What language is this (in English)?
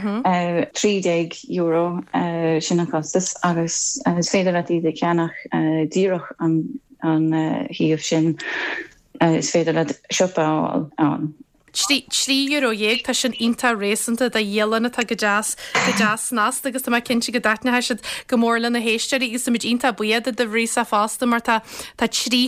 Irish